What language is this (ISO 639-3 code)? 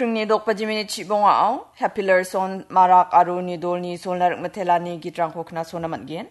grt